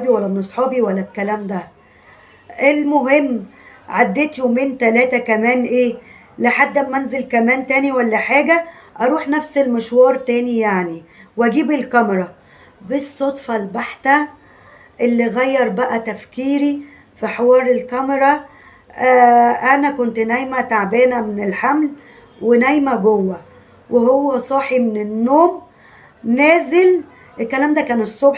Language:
Egyptian Arabic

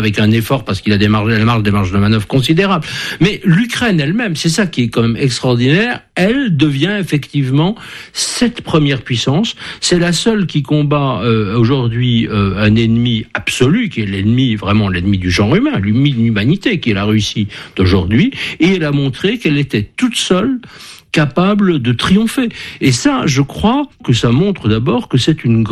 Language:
French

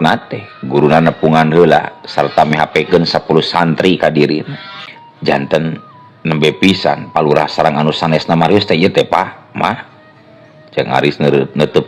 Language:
Sundanese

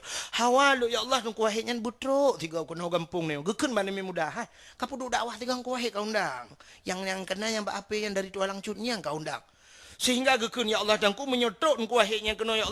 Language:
Achinese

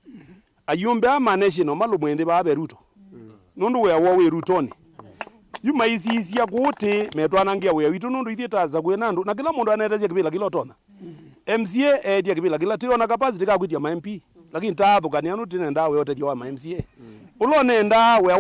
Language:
Kamba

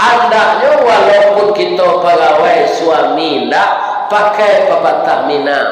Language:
Minangkabau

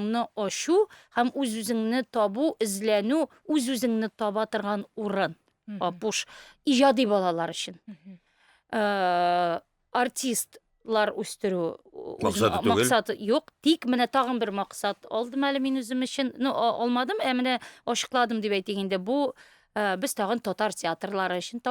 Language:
Tatar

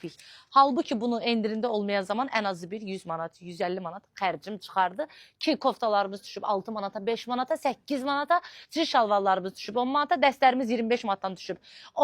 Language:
Azerbaijani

